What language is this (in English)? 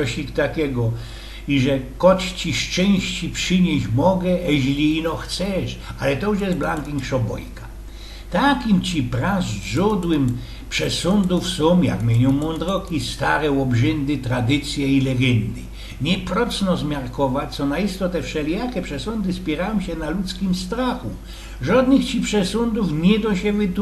Silesian